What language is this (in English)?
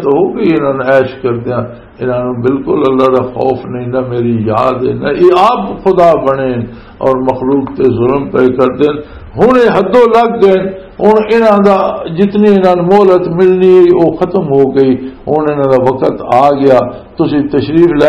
Western Panjabi